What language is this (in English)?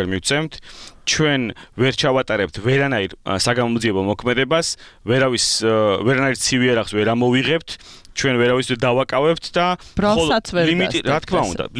Georgian